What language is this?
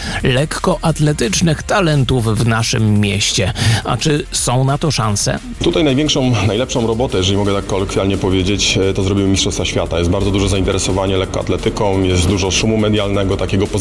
Polish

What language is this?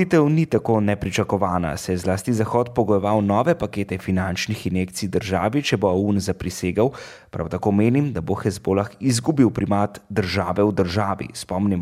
Slovenian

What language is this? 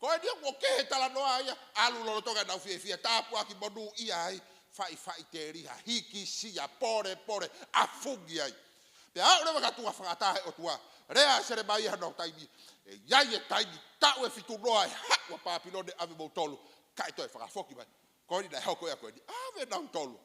Tongan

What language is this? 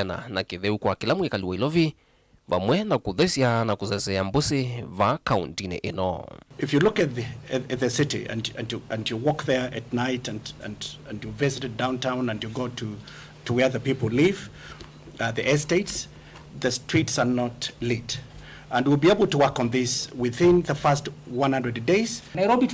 Kamba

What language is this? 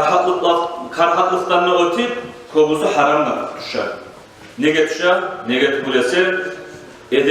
Kumyk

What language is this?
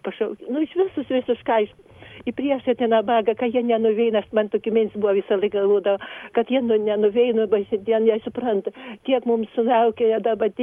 Lithuanian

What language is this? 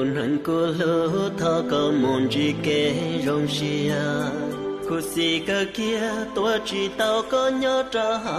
Hmong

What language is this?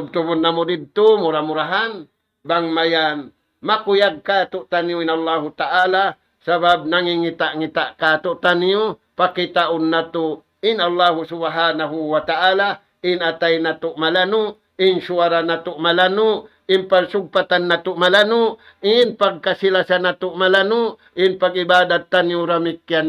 Tausug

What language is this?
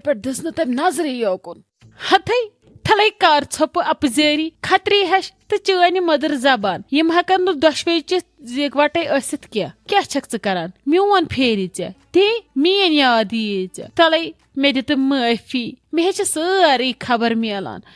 Kashmiri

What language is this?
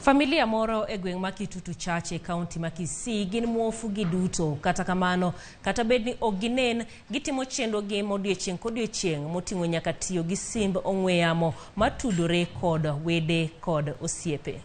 Luo (Kenya and Tanzania)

